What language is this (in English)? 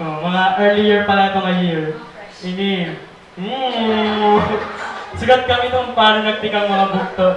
Waray